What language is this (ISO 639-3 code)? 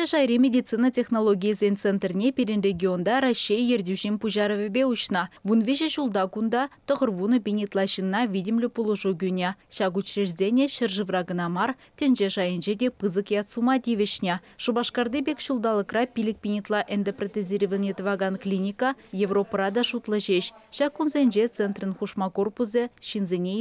chv